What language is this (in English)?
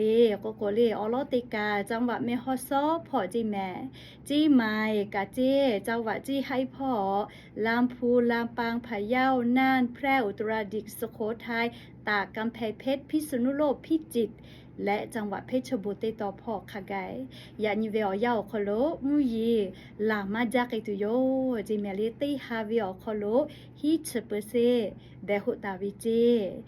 Lahu